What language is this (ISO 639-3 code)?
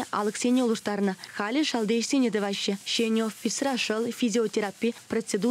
chv